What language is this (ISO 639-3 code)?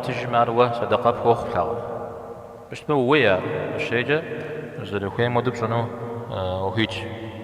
kbd